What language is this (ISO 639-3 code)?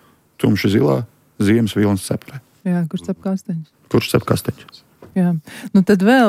lav